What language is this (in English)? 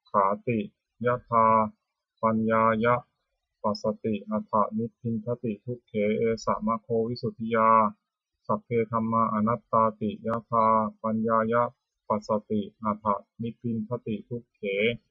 Pali